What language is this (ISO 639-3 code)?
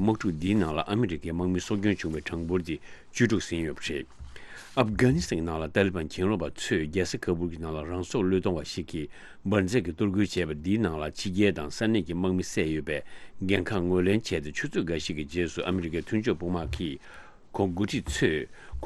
bod